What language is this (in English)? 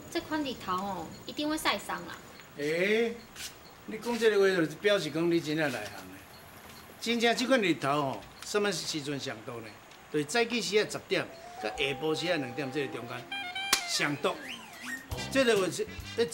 Min Nan Chinese